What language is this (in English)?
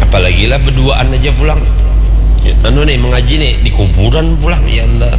Banjar